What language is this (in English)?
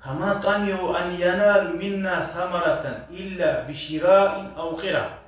Kumyk